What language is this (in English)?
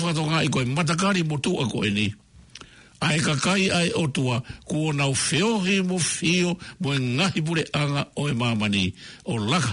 Tongan